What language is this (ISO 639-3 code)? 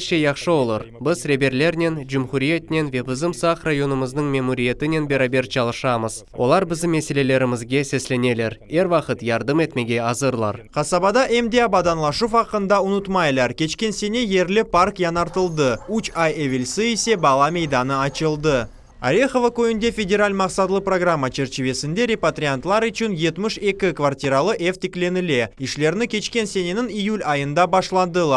crh